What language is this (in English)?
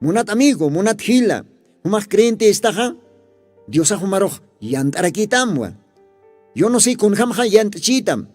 Aymara